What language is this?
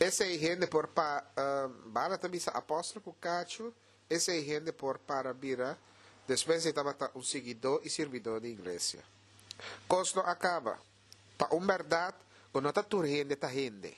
Papiamento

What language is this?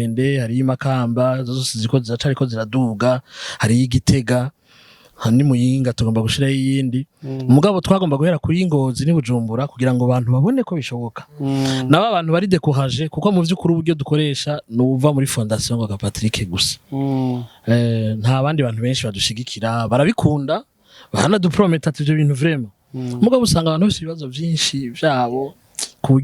Rundi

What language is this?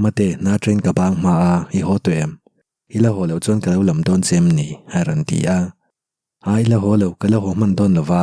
Mizo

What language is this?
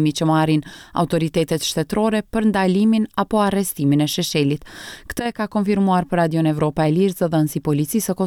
Albanian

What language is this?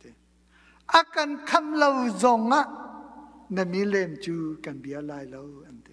Hakha Chin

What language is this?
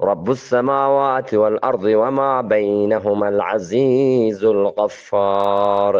Eastern Balochi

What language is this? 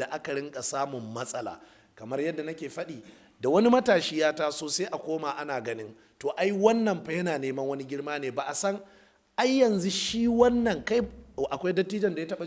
Hausa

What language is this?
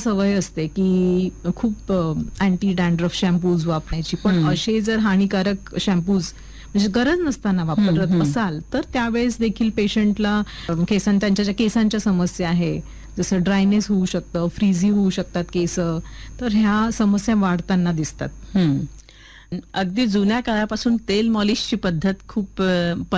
Marathi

